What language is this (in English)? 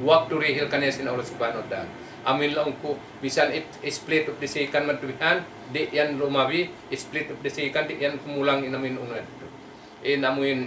Tausug